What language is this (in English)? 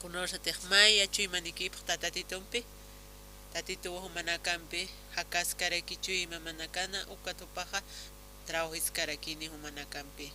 Aymara